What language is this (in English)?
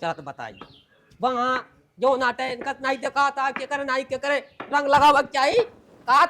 Awadhi